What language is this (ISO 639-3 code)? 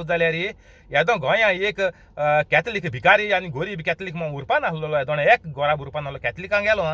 kok